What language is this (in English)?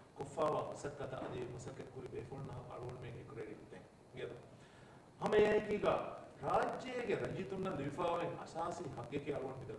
Divehi